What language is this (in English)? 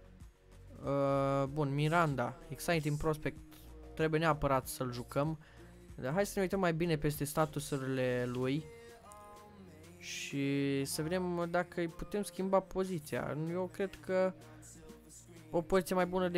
Romanian